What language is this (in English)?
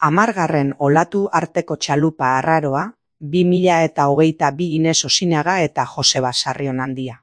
Basque